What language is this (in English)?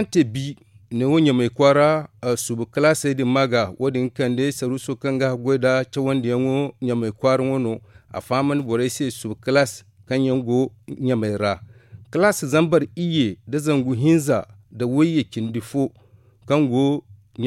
Zarma